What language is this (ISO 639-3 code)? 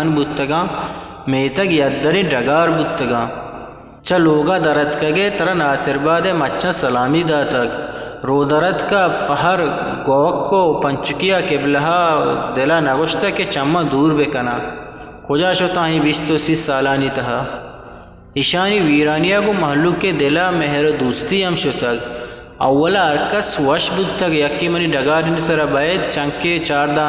bgp